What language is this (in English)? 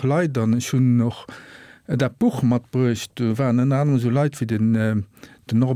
Luxembourgish